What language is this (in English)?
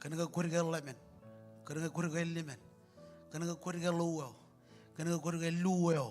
Marshallese